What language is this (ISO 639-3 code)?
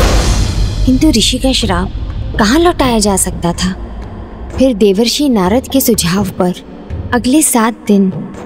hin